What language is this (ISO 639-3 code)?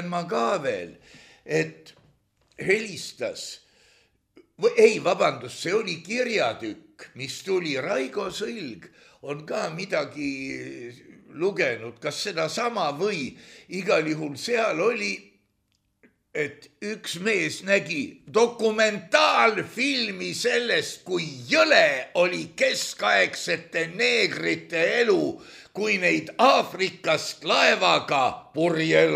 est